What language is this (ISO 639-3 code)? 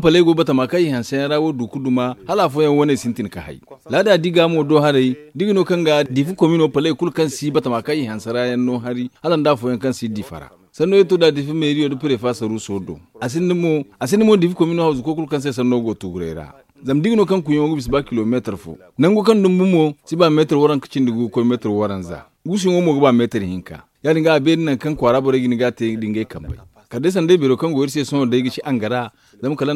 dje